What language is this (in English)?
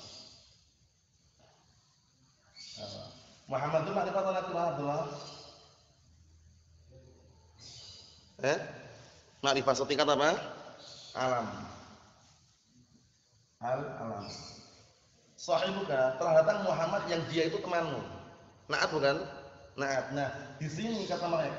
Indonesian